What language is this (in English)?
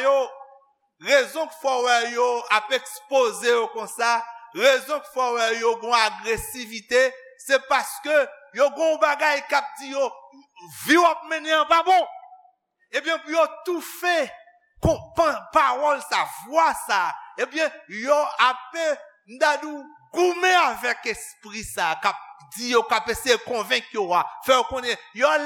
Haitian Creole